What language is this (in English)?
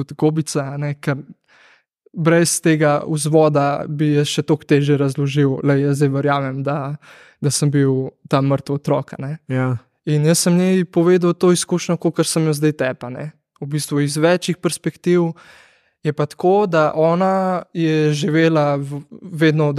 Slovenian